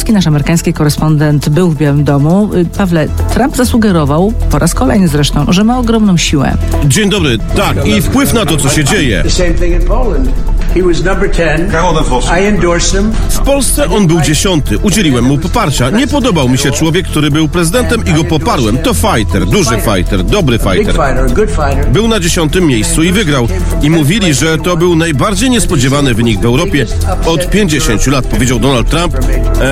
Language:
Polish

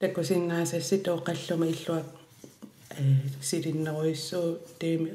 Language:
Kalaallisut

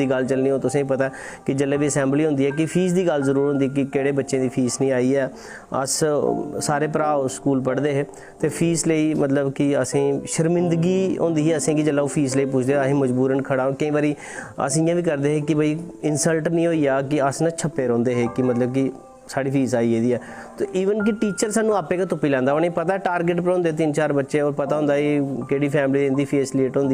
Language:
Dogri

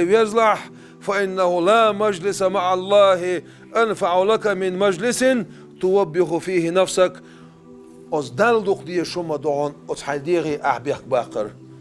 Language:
Chechen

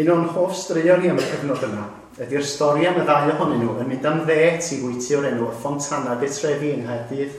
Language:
Welsh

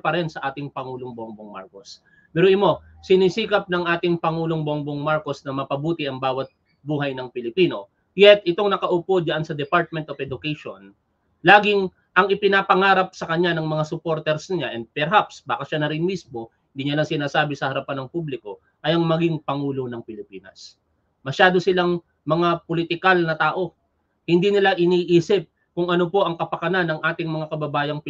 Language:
Filipino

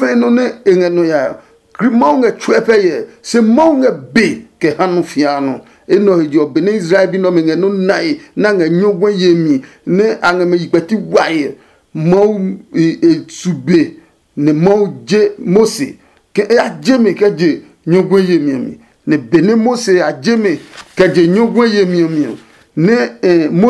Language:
Adangme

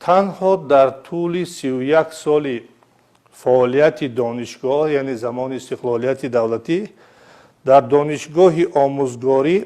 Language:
Tajik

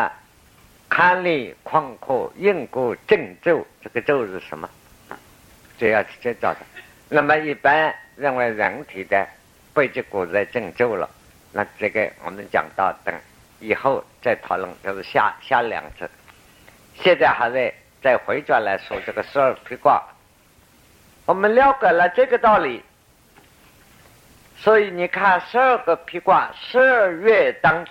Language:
Chinese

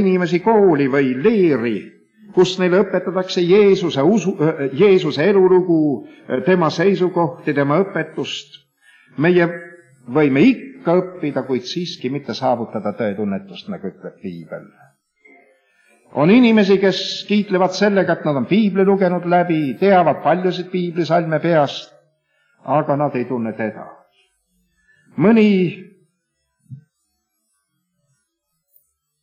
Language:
Estonian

